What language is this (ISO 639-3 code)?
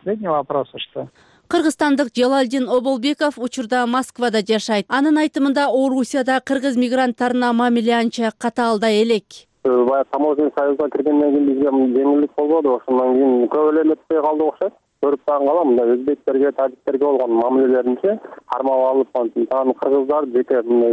kir